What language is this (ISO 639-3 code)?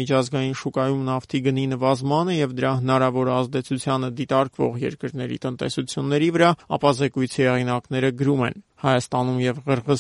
hye